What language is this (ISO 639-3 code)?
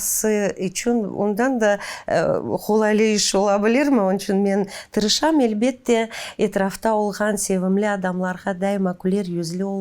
crh